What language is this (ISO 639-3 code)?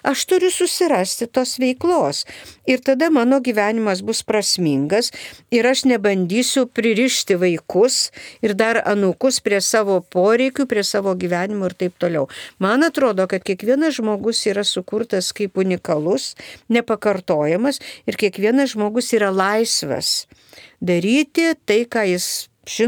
lit